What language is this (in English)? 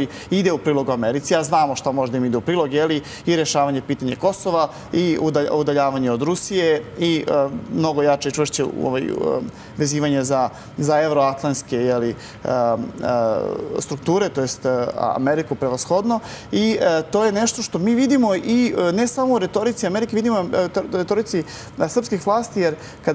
Serbian